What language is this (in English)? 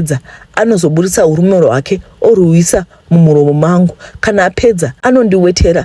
Shona